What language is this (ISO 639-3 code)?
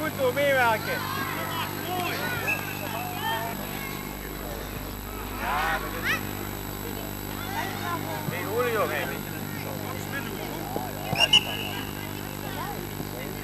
nld